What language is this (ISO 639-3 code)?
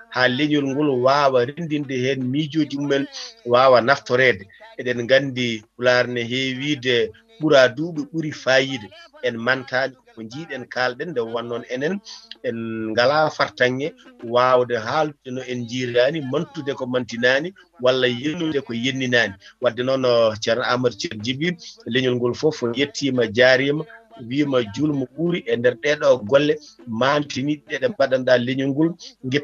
ful